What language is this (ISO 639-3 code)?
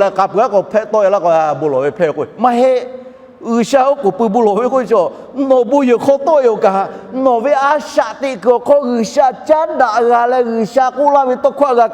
lhu